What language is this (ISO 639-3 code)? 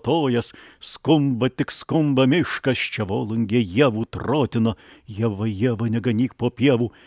lit